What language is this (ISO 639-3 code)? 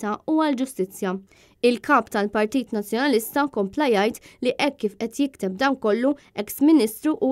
mlt